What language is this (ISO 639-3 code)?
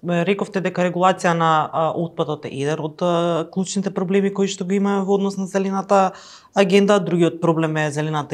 mkd